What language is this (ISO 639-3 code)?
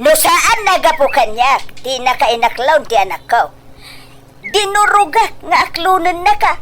ilo